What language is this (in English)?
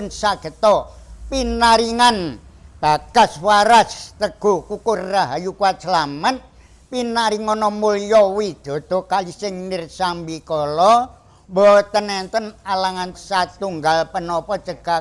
Javanese